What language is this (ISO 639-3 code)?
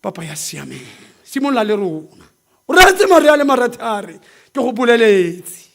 tsn